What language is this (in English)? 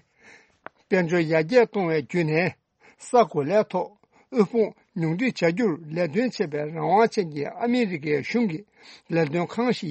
Tibetan